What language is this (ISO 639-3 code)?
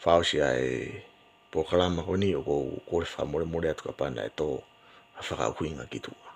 ton